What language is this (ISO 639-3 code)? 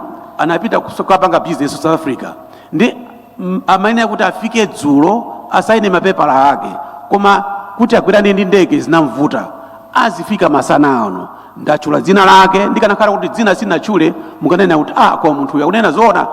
nya